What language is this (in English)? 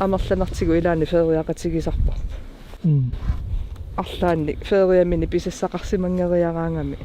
Kalaallisut